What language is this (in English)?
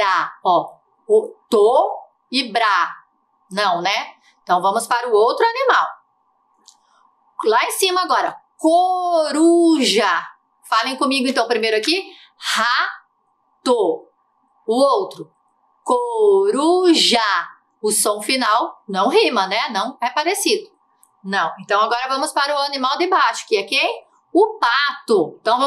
Portuguese